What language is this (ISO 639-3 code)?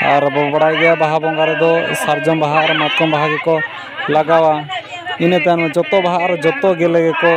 sat